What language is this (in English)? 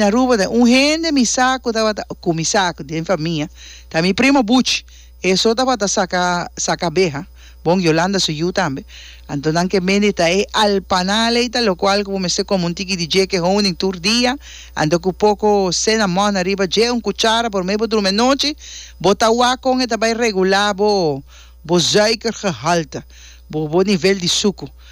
Papiamento